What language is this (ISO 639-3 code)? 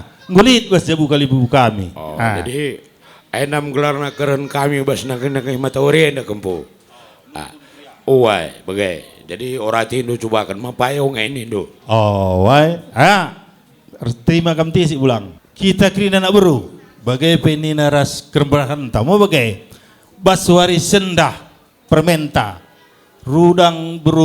btx